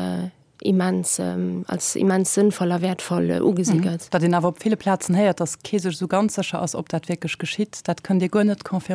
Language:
Luxembourgish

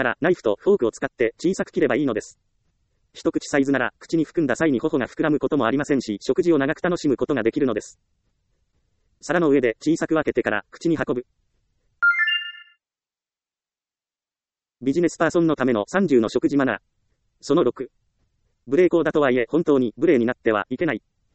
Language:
Japanese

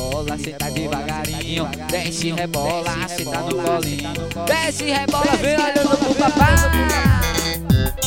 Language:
Portuguese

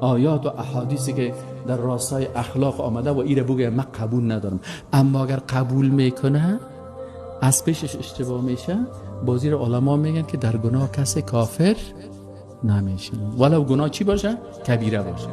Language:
Persian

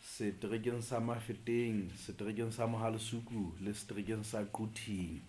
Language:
Southern Sotho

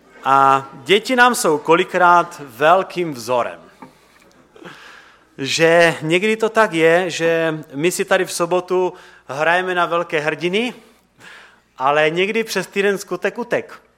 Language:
Czech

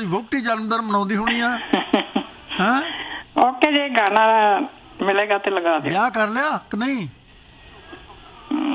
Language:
Punjabi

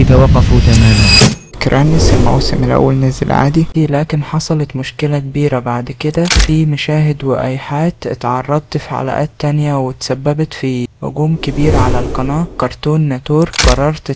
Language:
Egyptian Arabic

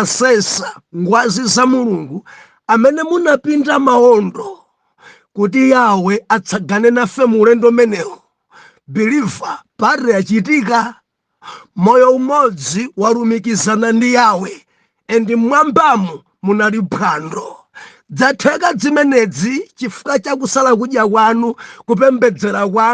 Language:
Nyanja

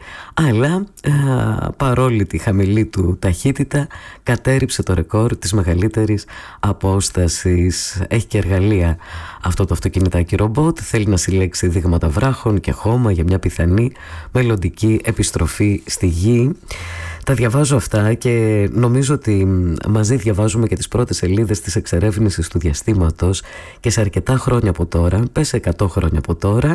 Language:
Greek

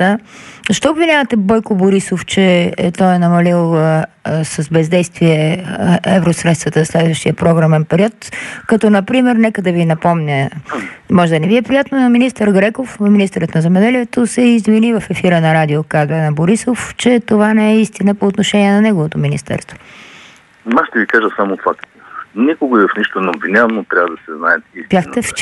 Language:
Bulgarian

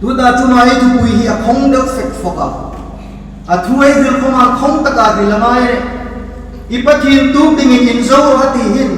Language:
Hmar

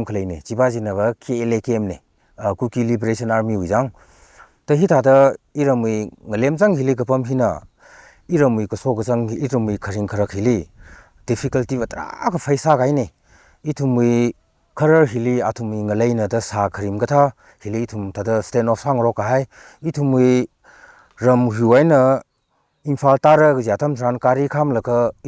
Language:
Tangkhul Naga (India)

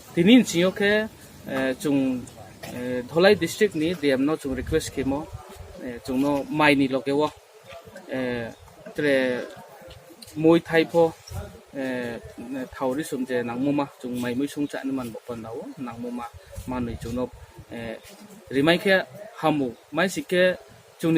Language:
Riang (India)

